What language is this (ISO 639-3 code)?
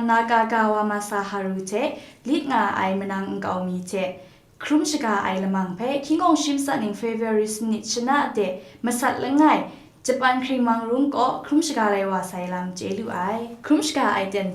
kac